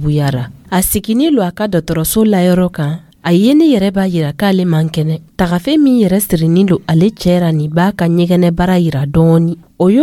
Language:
Dyula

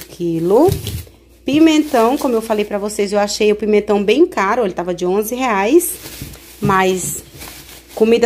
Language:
Portuguese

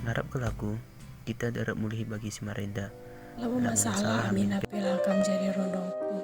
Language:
Batak Karo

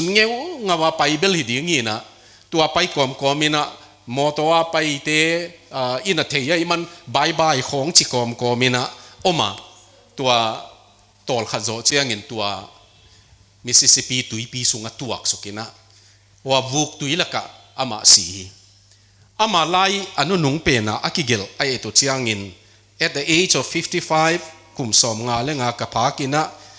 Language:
Tedim Chin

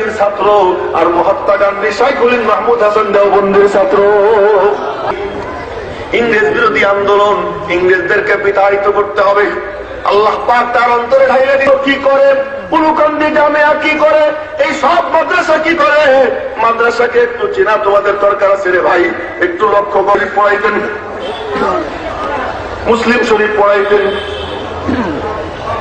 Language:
Bangla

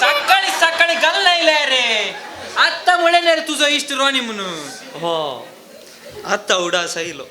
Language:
Konkani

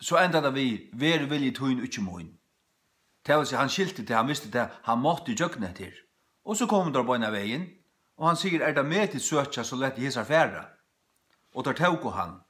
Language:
Faroese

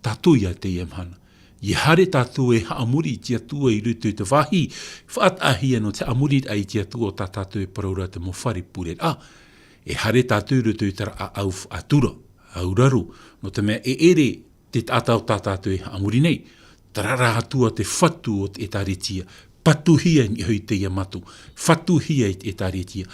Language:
Tahitian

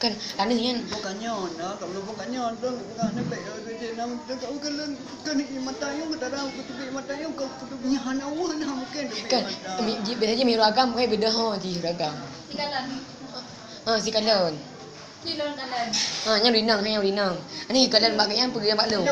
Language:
Achinese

